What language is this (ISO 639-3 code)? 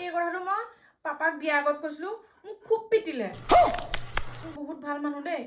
asm